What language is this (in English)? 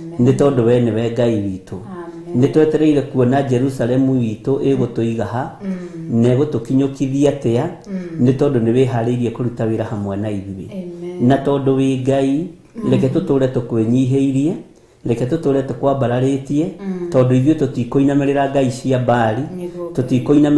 Kikuyu